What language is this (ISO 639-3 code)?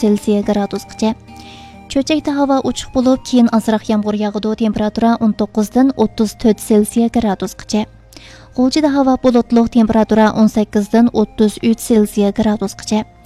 uig